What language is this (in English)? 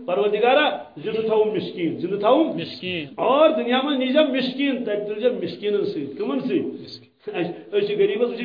Kashmiri